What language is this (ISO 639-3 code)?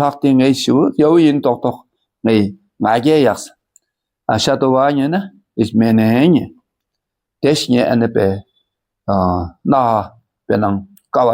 dka